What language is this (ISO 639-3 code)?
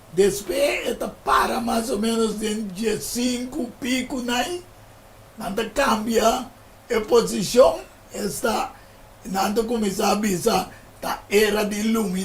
pap